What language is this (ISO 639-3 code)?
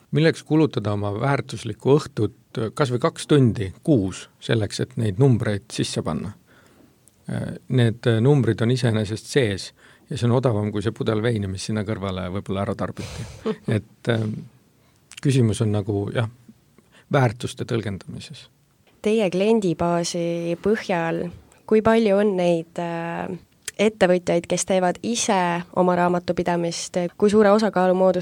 est